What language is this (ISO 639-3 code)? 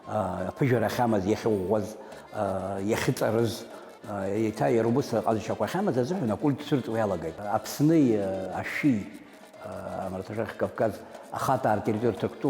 abk